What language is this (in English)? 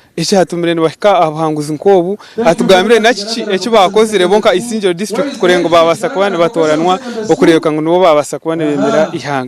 Nyankole